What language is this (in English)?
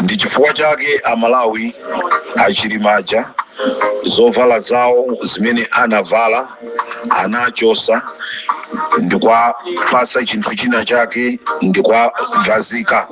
Nyanja